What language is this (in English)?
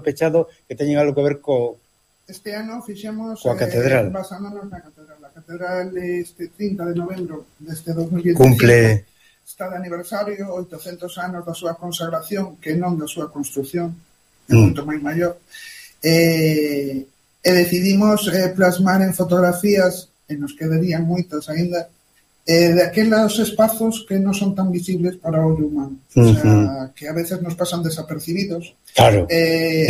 Galician